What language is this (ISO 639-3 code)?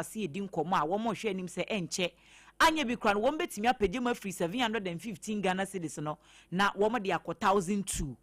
aka